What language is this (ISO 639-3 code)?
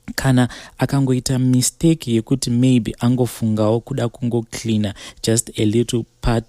sna